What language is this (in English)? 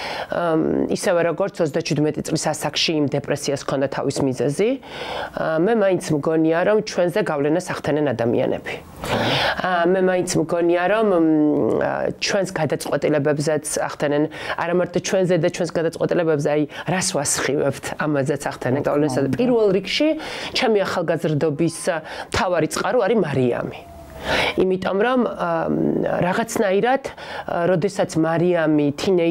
Georgian